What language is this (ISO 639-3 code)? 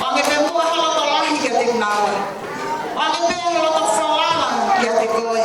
ton